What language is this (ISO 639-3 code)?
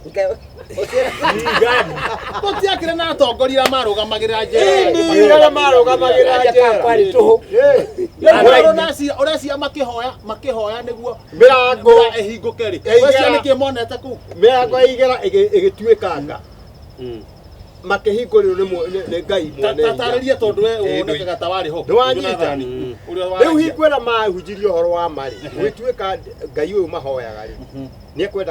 kik